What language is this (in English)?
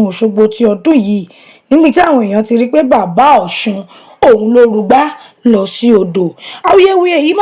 Yoruba